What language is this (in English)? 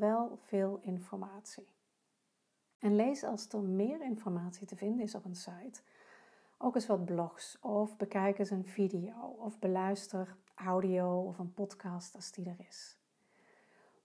Dutch